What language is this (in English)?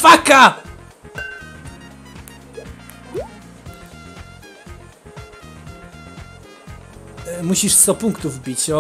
Polish